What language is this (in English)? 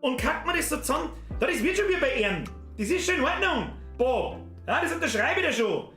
Bavarian